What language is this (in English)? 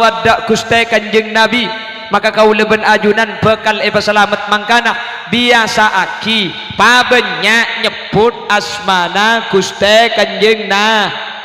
Madurese